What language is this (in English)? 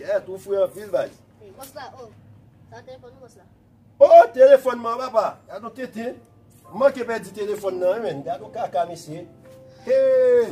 Haitian Creole